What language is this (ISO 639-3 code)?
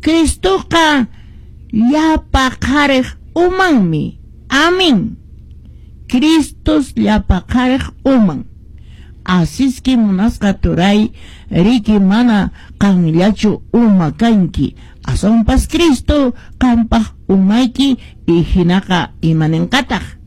que